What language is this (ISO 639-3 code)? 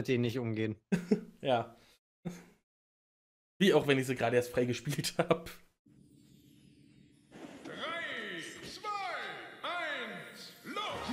deu